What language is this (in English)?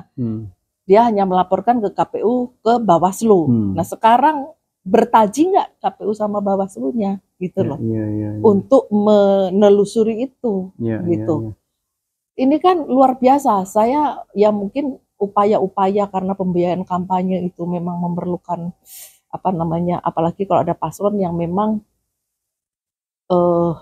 Indonesian